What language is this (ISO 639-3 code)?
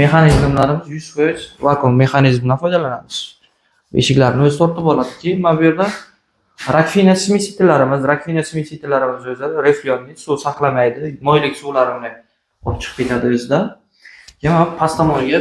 uzb